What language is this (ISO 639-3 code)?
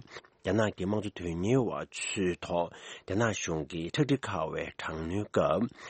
bod